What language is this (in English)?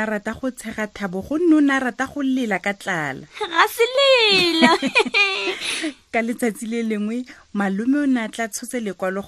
Tswana